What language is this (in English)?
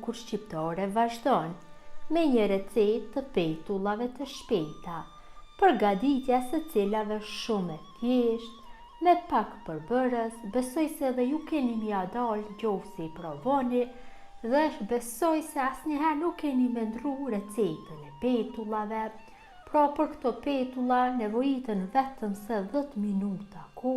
Albanian